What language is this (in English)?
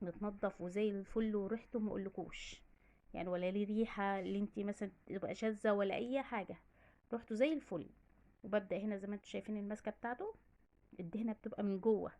Egyptian Arabic